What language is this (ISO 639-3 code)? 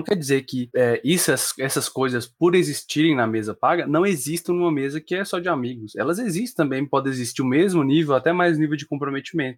por